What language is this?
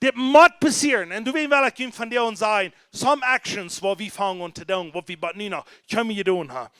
Plautdietsch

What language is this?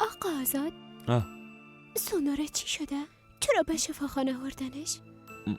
Persian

